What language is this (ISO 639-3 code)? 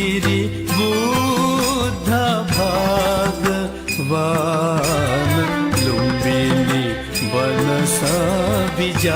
new